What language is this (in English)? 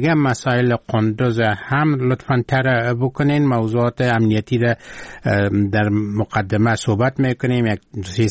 Persian